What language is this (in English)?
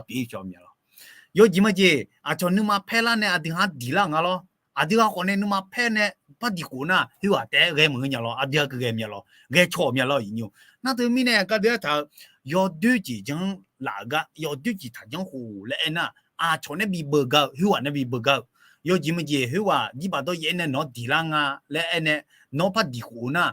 Akha